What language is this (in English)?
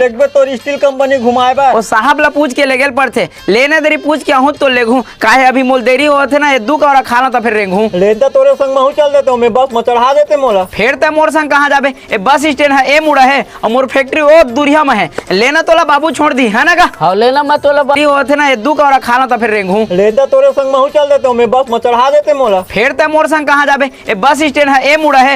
Chhattisgarhi